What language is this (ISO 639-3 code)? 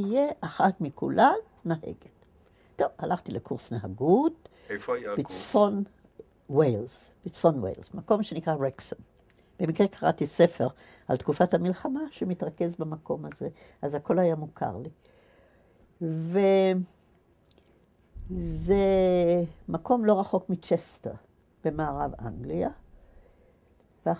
heb